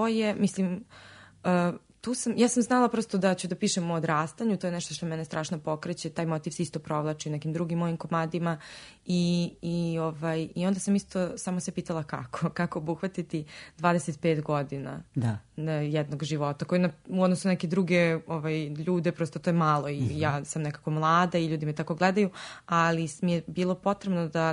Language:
Serbian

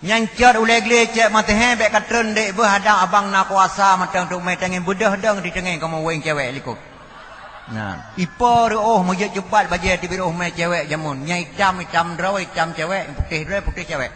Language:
Achinese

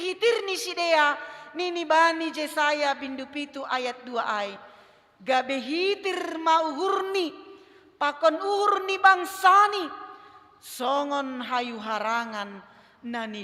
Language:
Batak Simalungun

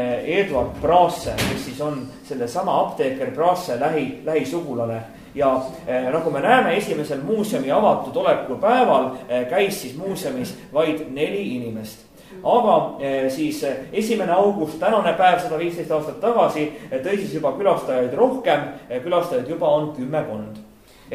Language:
Estonian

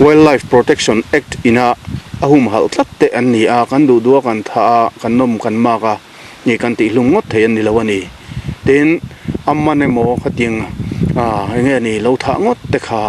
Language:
Mizo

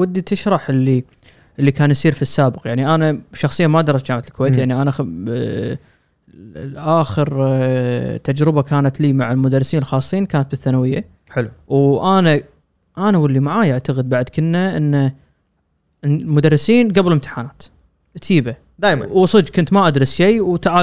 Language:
Gulf Arabic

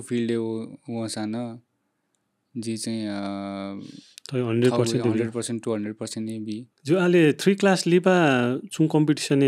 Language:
Newari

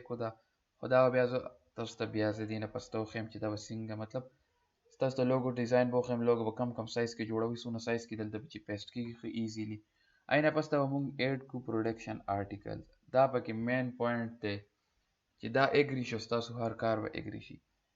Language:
Pashto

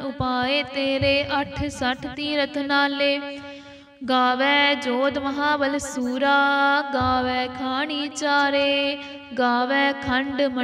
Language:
Punjabi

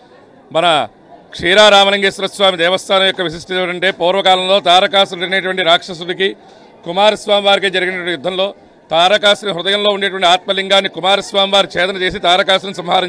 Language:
Telugu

